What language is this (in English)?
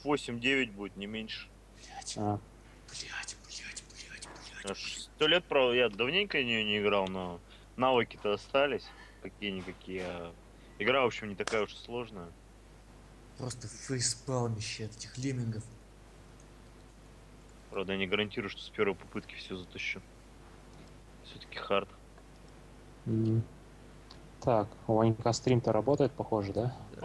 Russian